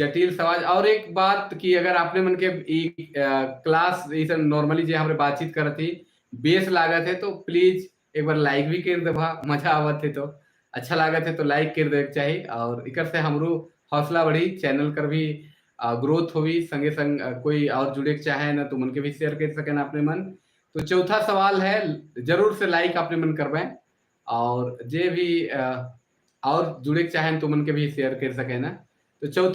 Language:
Sadri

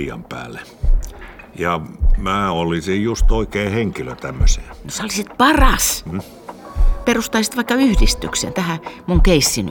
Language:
Finnish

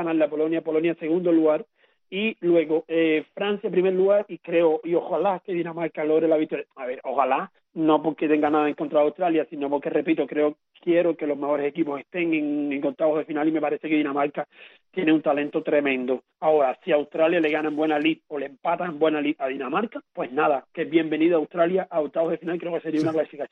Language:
Spanish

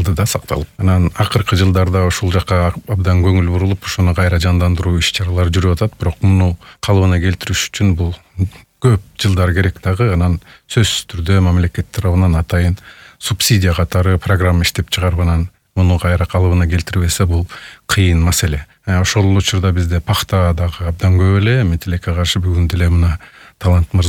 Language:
Kyrgyz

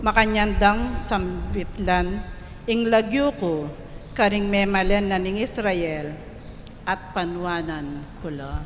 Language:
Pampanga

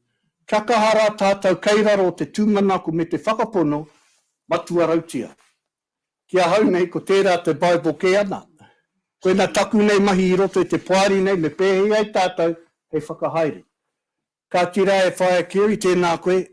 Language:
Māori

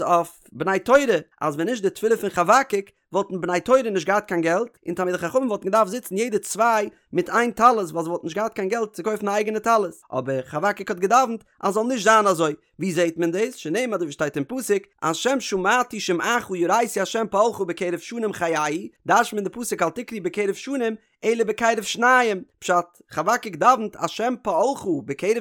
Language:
Yiddish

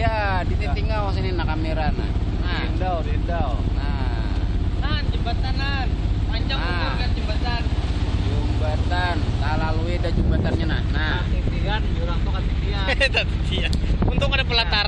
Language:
Banjar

